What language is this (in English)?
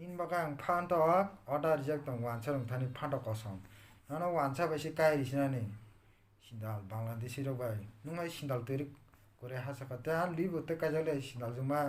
Kok Borok